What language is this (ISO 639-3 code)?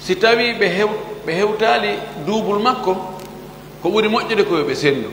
ful